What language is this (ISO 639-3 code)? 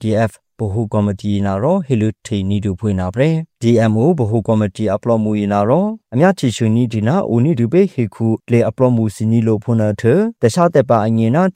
mya